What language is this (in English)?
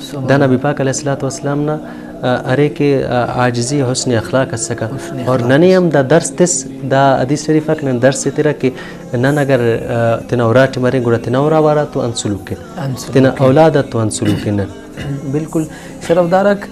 Brahui